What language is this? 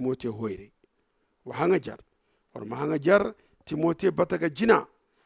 Zarma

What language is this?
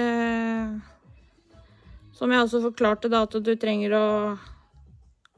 Norwegian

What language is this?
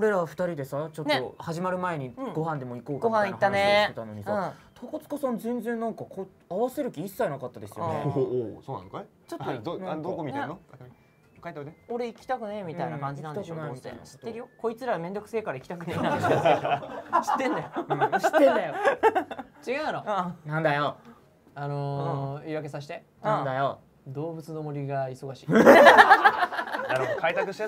Japanese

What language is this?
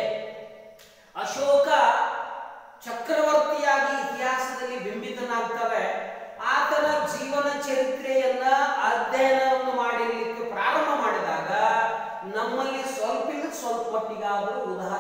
Kannada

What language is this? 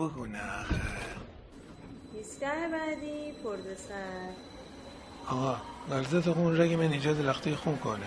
Gilaki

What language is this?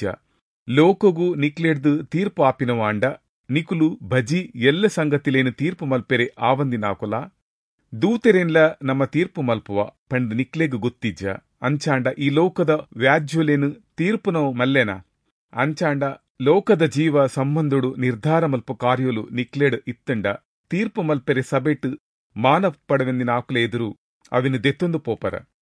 Tulu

